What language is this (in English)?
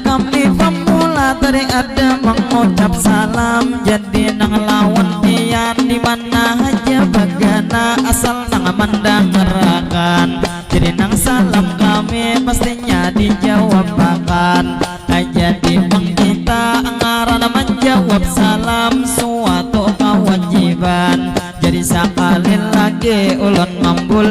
Banjar